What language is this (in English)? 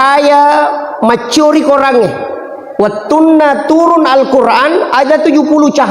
Buginese